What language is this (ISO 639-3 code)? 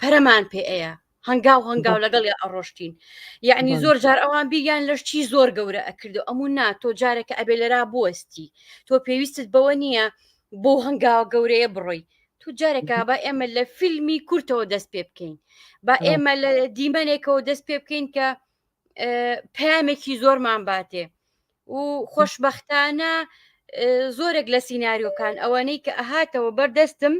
ckb